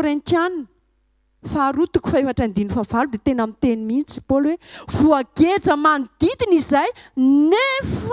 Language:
Malagasy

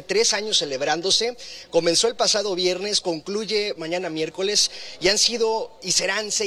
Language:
Spanish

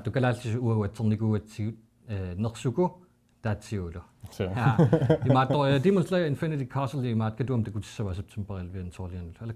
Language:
Kalaallisut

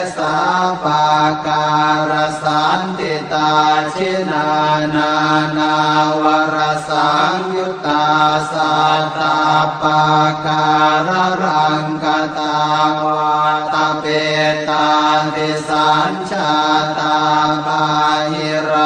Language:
Pali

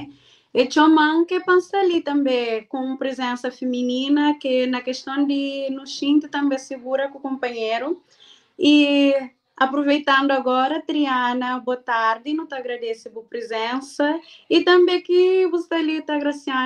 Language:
Kabuverdianu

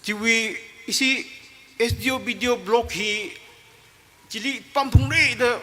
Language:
Tangkhul Naga (India)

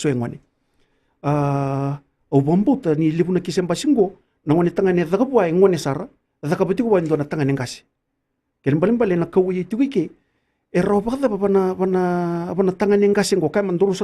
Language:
Fijian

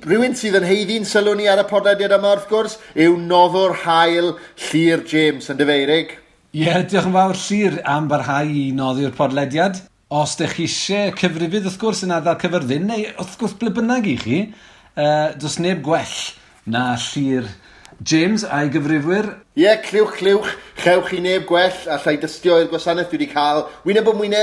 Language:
Welsh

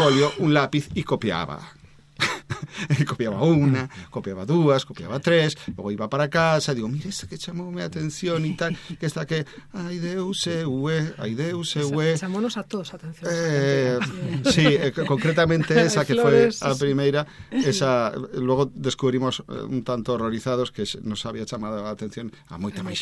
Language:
Galician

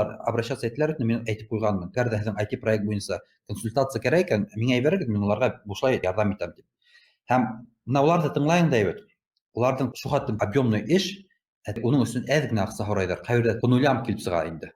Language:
Bashkir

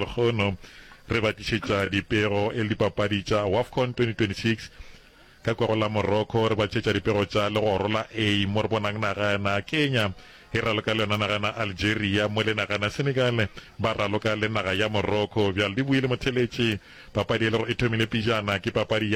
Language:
Northern Sotho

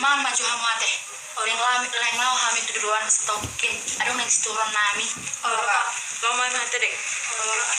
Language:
Batak Toba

